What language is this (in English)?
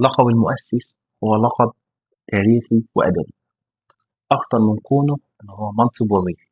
Egyptian Arabic